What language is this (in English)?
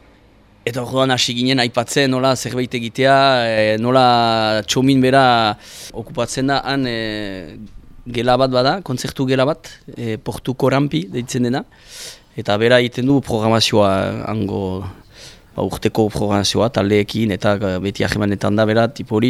Basque